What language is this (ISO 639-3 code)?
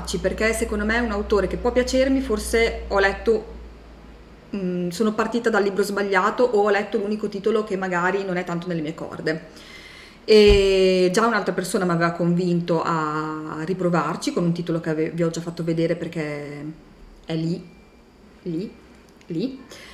ita